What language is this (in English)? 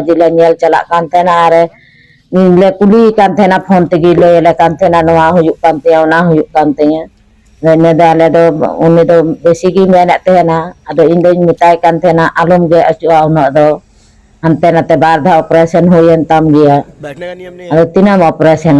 Santali